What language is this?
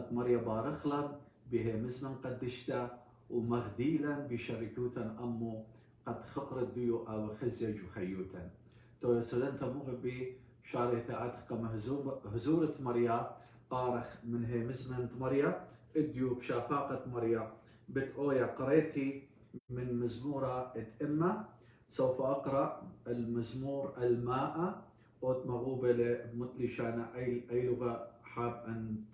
Assyrian Neo-Aramaic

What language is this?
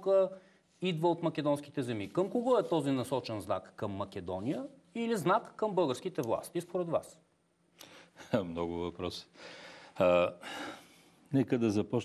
Bulgarian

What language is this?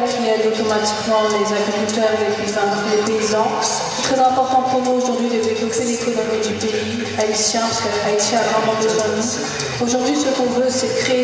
French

